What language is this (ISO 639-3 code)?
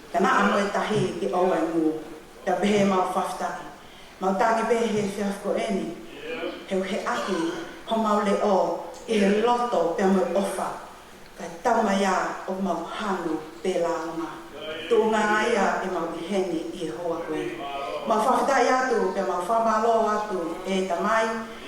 ton